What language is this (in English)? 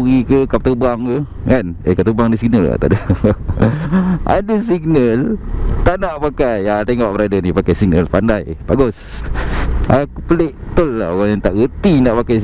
Malay